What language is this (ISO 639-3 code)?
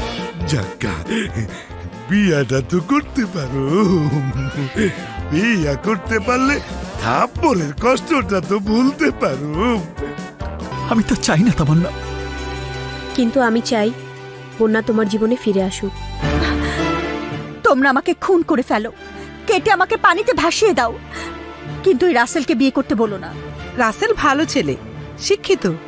ben